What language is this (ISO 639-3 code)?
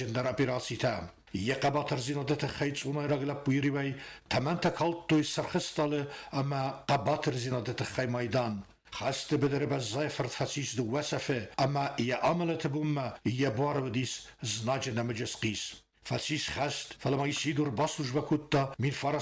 oss